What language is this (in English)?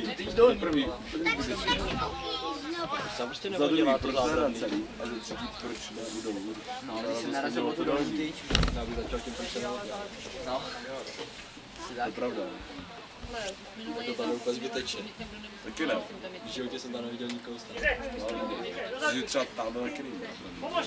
Czech